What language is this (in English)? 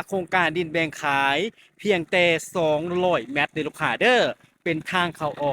Lao